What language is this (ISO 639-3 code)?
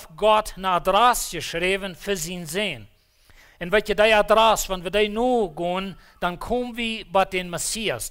pdt